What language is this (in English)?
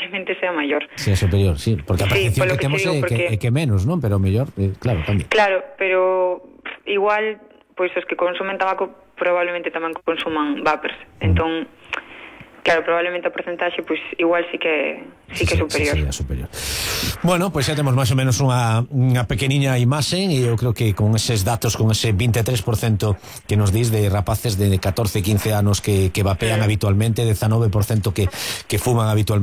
Galician